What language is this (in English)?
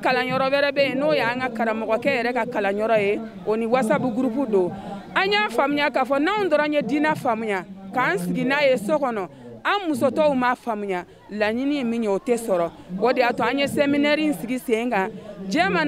Bambara